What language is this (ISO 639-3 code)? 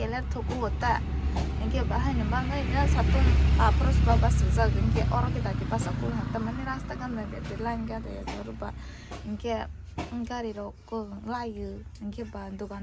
trp